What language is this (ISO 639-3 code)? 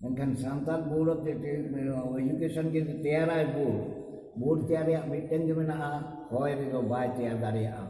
sat